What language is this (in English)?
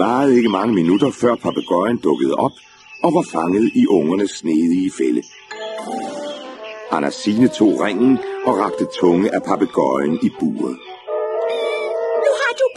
Danish